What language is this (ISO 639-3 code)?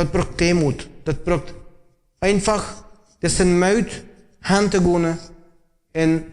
pdt